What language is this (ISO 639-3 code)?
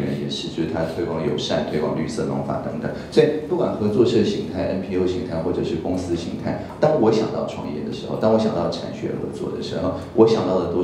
zho